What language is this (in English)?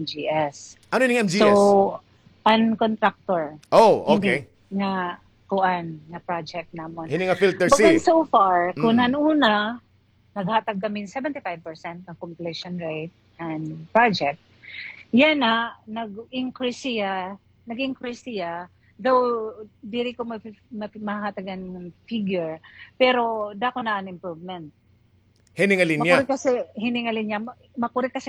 Waray